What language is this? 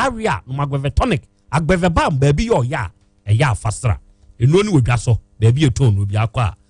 Akan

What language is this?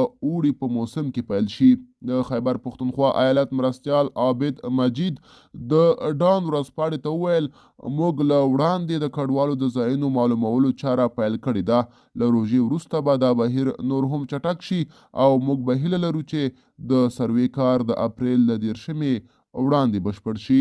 Pashto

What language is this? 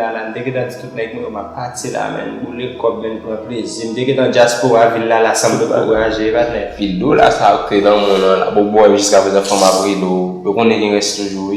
Haitian Creole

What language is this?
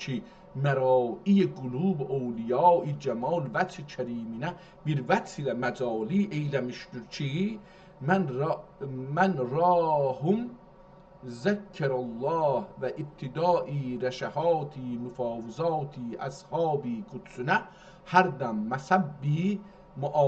South Azerbaijani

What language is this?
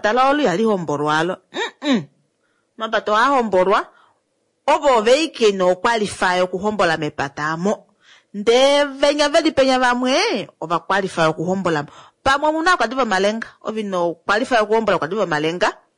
Kuanyama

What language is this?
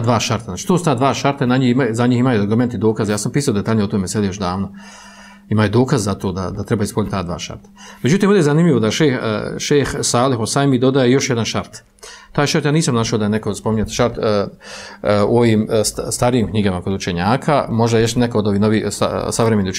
Bosnian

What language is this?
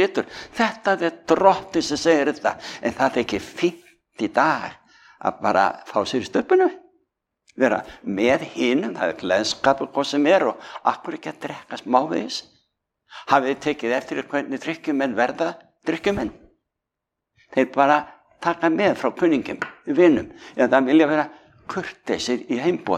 Icelandic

